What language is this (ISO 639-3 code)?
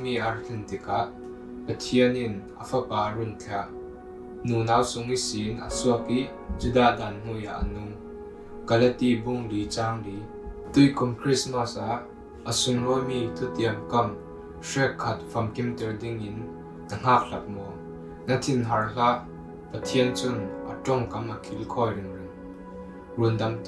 cfm